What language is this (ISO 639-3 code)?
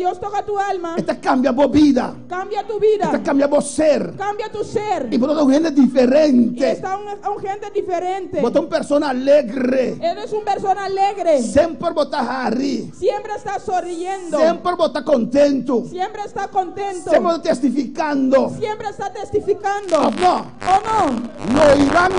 pap